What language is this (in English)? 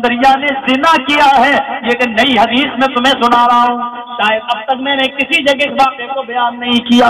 Urdu